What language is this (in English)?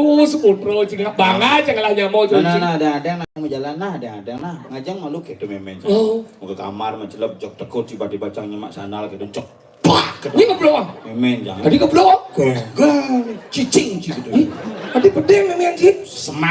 Balinese